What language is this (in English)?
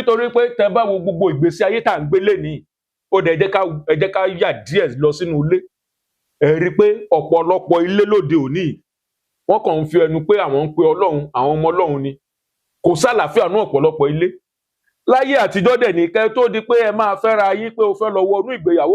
Yoruba